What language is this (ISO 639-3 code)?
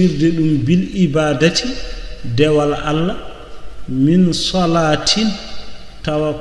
ful